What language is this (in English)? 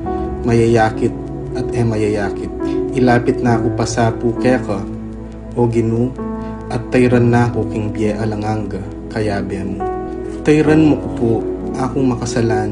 Pampanga